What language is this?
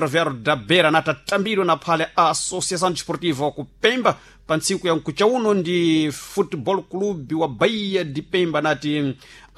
Sena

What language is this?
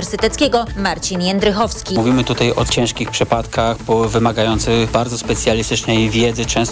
Polish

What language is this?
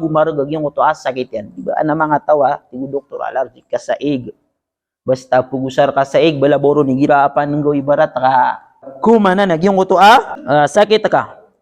Maranao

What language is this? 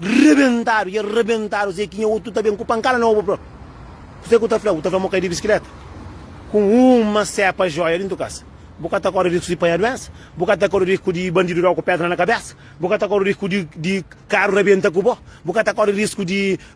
Kabuverdianu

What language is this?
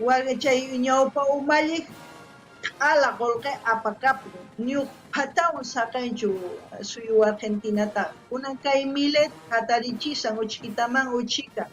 South Bolivian Quechua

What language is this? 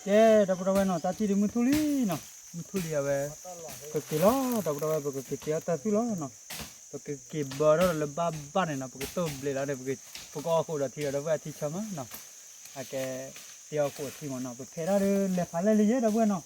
S'gaw Karen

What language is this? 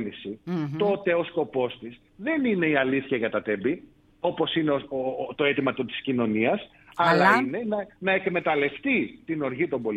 Greek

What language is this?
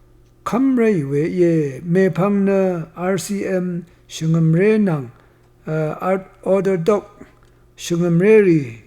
Rawang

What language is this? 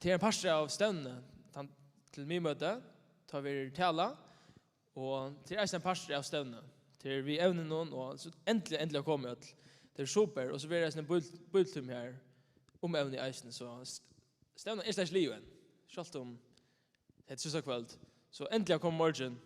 Faroese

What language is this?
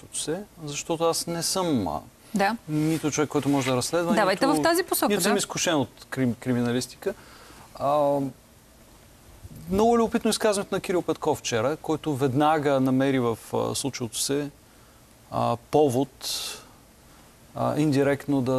Bulgarian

